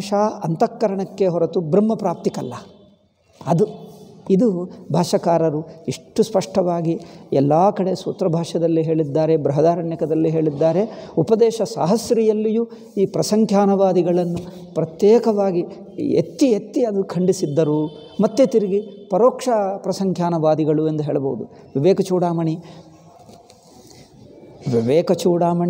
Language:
Kannada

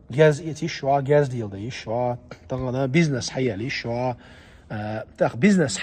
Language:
Chechen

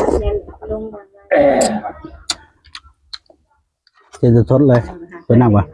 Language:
Lao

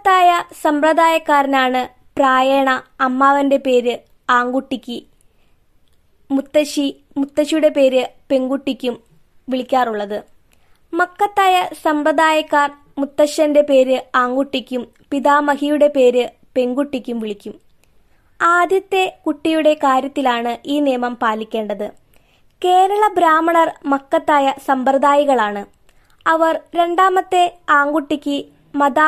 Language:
Malayalam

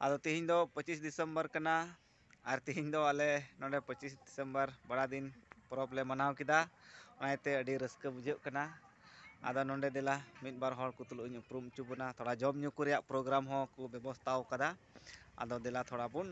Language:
Santali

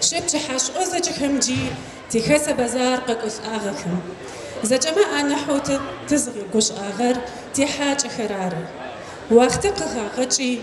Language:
North Levantine Arabic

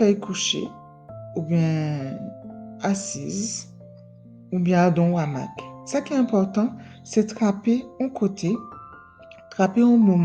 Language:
Guadeloupean Creole French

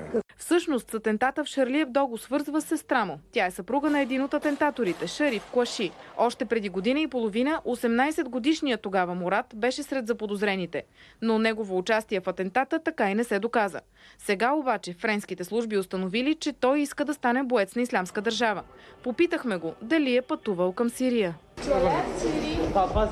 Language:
Bulgarian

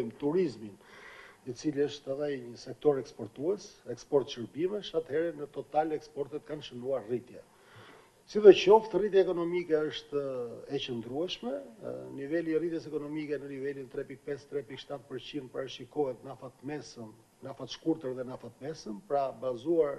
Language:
Albanian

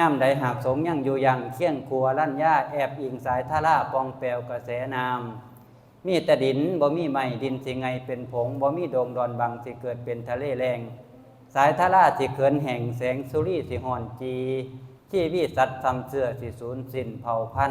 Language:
Northeastern Thai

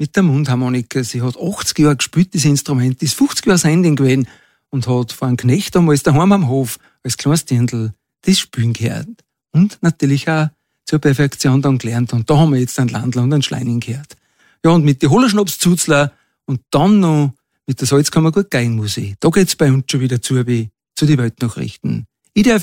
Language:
German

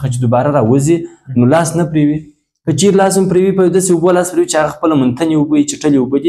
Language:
Pashto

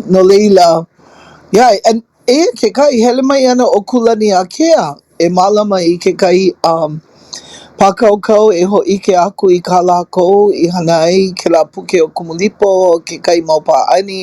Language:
Hawaiian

